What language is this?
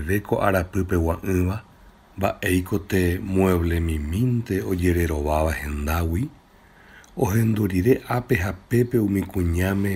Guarani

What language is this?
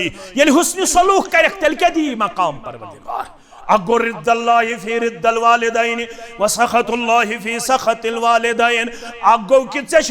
Kashmiri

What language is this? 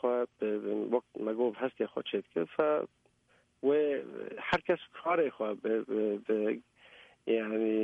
Kurdish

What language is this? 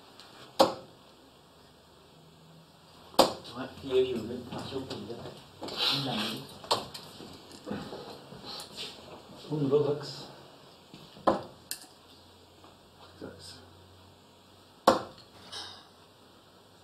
Norwegian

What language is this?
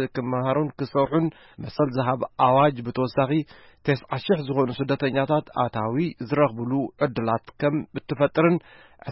Tigrinya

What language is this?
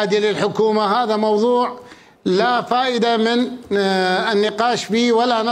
Mesopotamian Arabic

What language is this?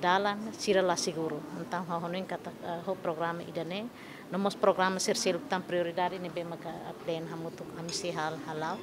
Tetum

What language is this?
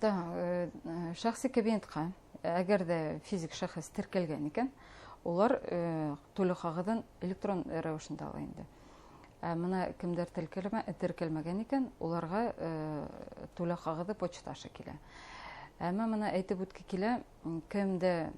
Bashkir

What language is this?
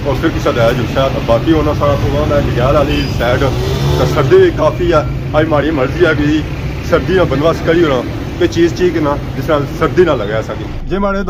Pahari-Potwari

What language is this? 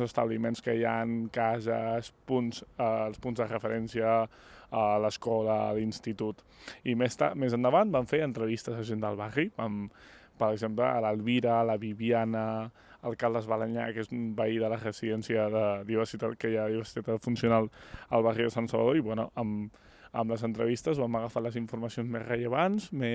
Catalan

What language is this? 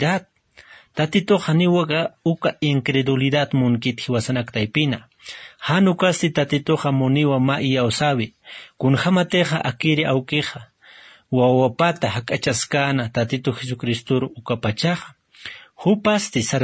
Aymara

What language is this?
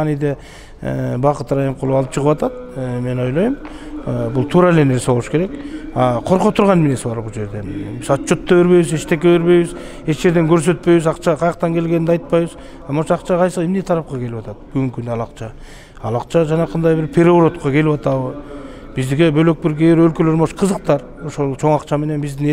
Kyrgyz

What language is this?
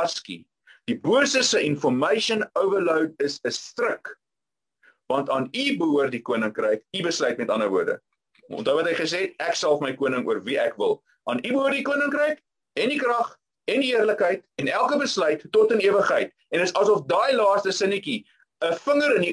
Afrikaans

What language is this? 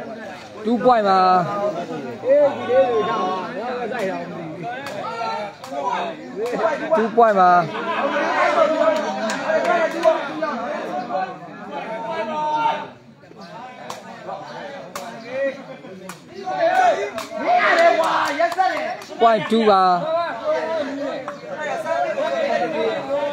Burmese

